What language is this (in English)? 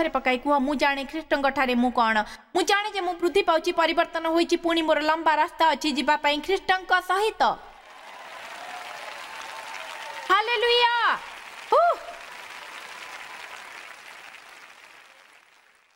Odia